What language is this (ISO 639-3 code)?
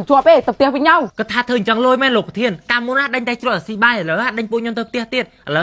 khm